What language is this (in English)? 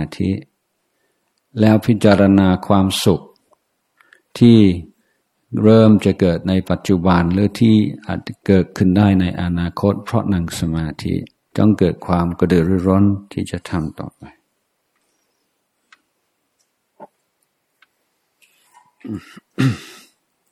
Thai